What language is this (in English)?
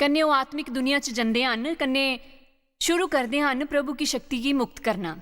Dogri